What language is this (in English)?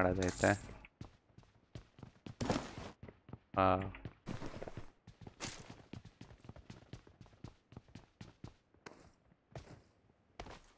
Kannada